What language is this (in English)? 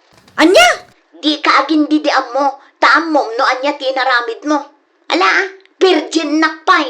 Iloko